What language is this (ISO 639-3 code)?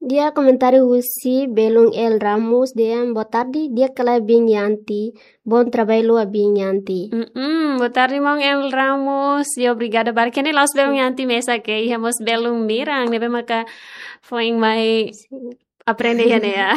tet